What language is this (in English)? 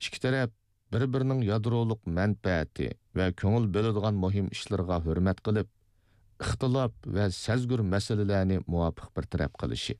Uyghur